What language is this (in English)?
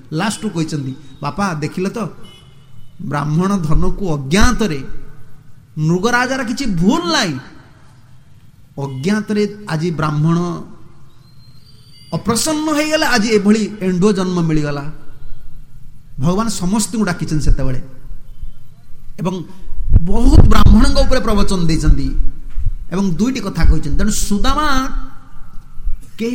Odia